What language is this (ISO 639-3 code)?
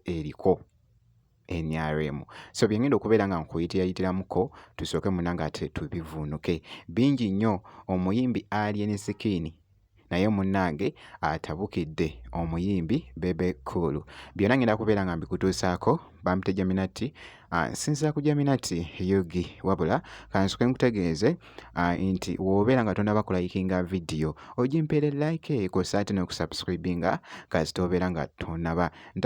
lug